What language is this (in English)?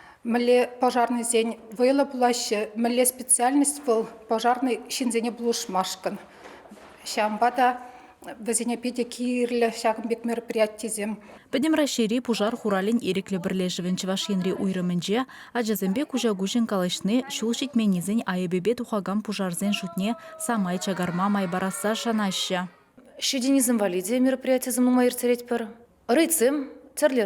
Chuvash